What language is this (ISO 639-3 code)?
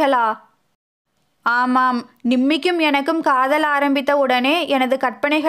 tam